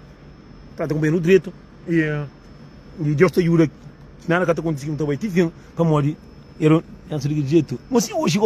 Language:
Kabuverdianu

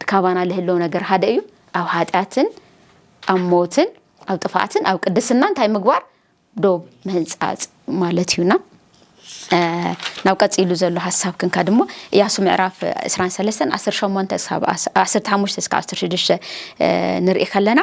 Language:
Tigrinya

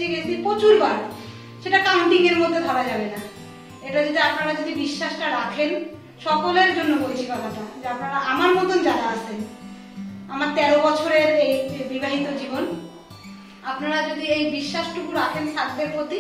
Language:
Bangla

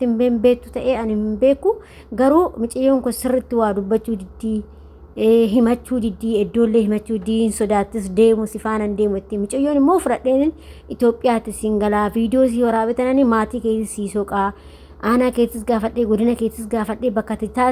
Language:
Oromo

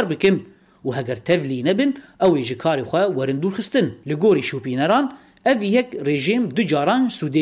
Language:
Kurdish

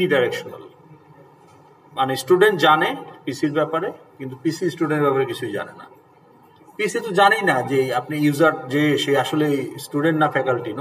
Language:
Bangla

